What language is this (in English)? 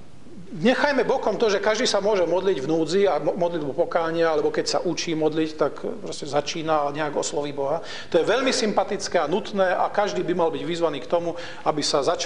Slovak